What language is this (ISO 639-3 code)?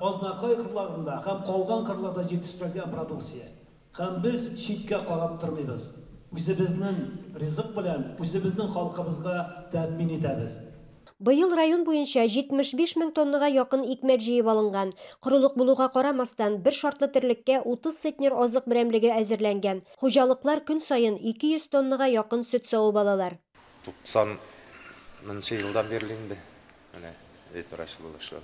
tat